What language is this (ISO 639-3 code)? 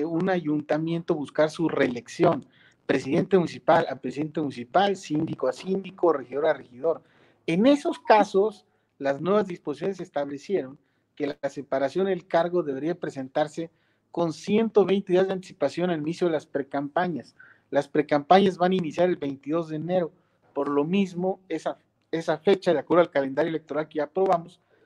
spa